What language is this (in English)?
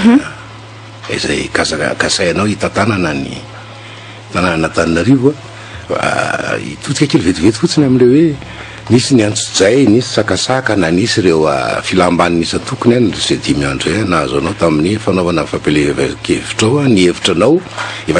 Malagasy